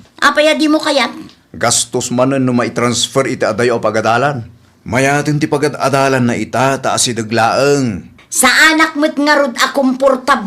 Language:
Iloko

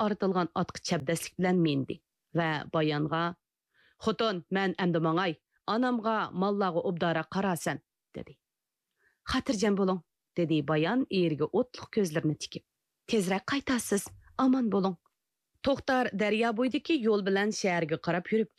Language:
Uyghur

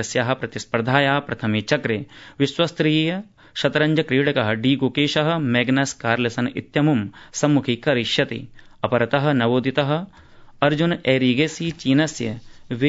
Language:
Sanskrit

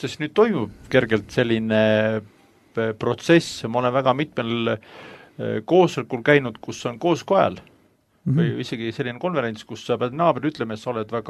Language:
Estonian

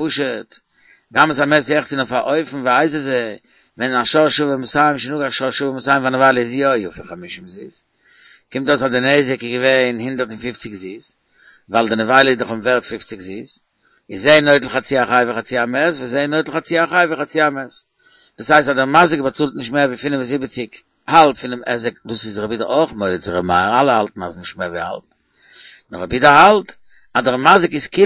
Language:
Yiddish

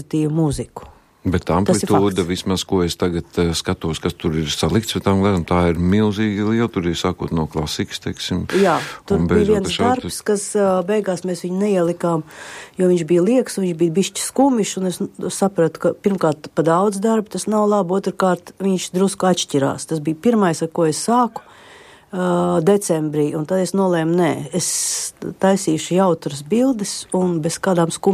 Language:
Latvian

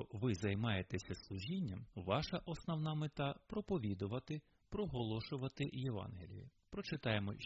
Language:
Ukrainian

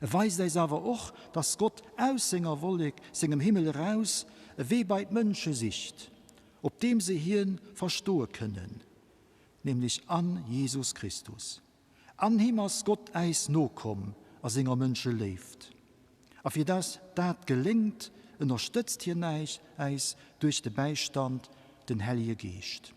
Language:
Luxembourgish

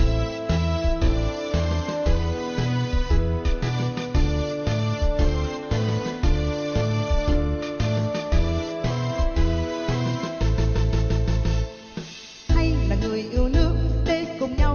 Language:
Vietnamese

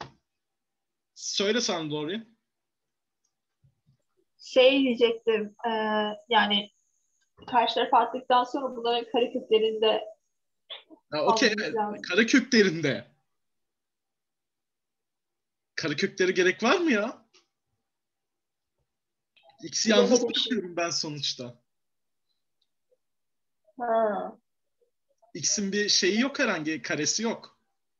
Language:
Turkish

